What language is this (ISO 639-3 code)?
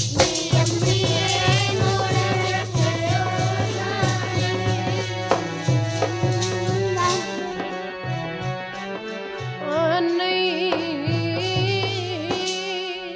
pan